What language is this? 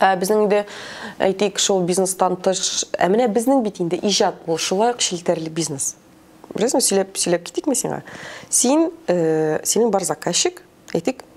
Tatar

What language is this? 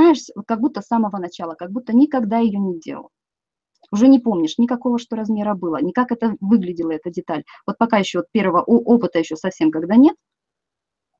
Russian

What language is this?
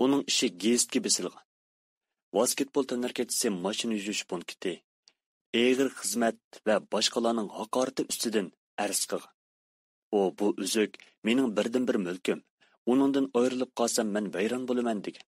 Uyghur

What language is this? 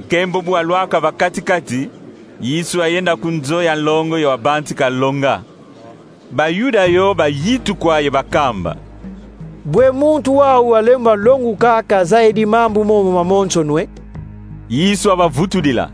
Kongo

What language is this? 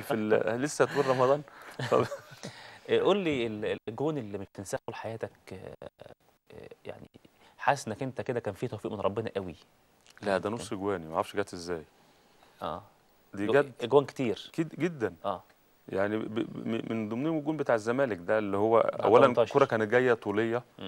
Egyptian Arabic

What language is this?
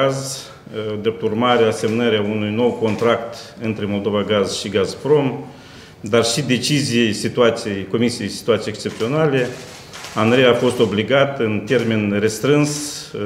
Romanian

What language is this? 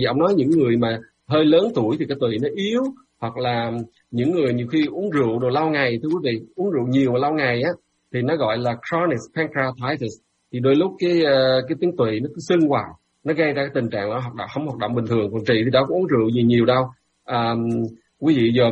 Vietnamese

